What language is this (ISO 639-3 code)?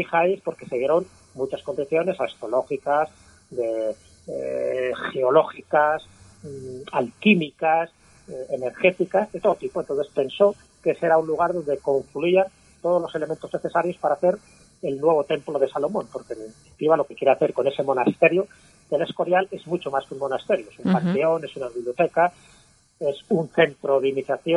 spa